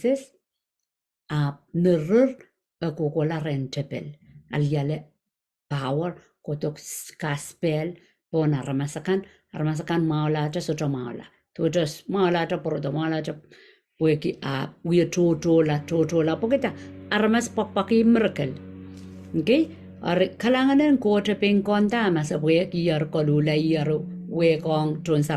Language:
Pohnpeian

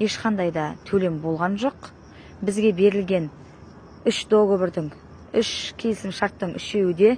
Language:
Kazakh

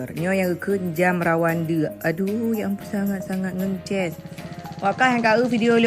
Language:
Achinese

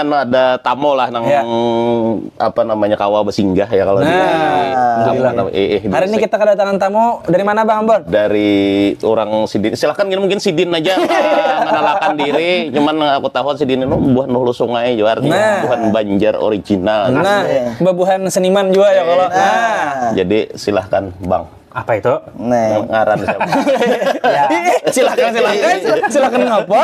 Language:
Banjar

